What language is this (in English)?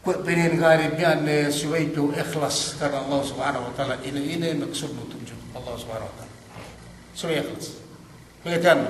Yakan